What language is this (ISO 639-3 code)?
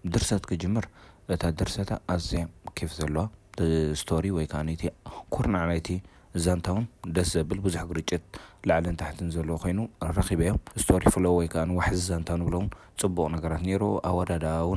tir